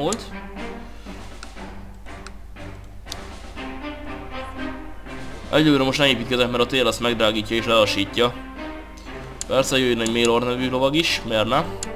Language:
Hungarian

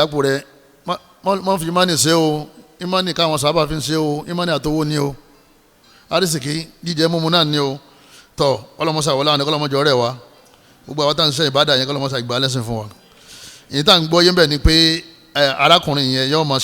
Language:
Yoruba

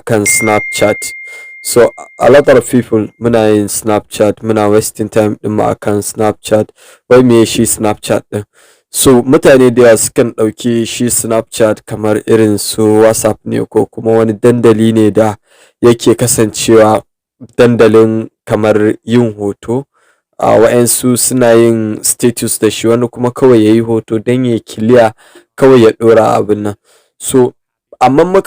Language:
Hausa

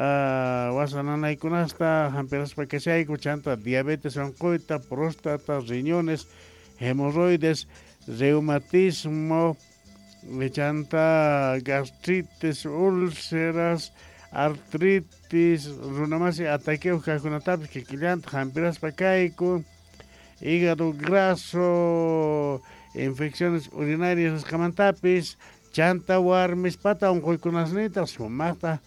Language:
Quechua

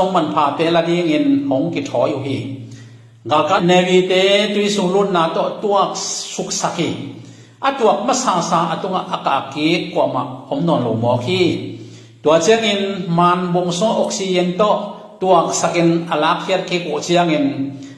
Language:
Tedim Chin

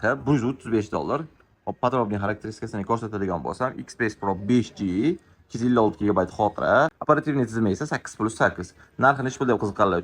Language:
Uzbek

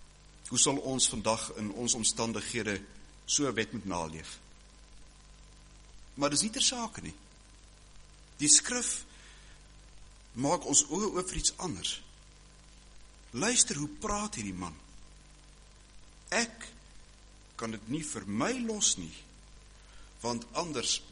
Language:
Afrikaans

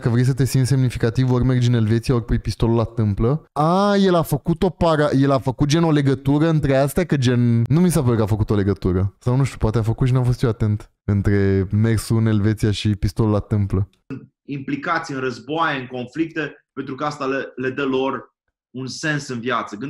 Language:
Romanian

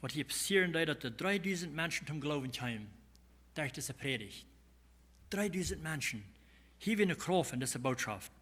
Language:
Plautdietsch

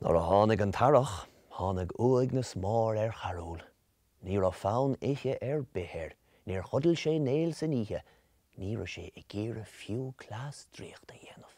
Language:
Irish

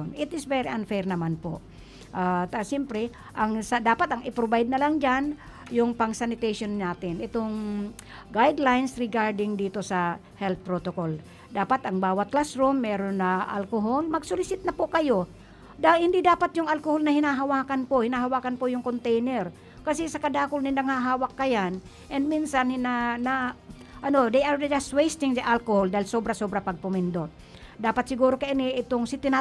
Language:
Bikol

